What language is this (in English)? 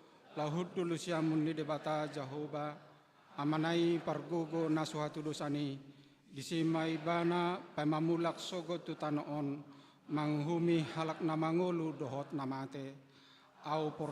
Batak Toba